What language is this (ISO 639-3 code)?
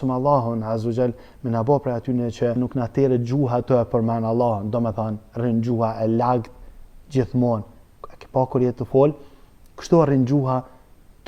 sqi